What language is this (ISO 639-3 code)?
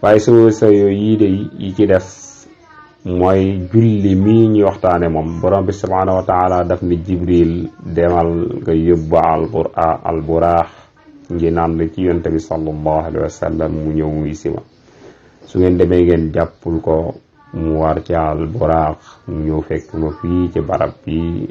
wol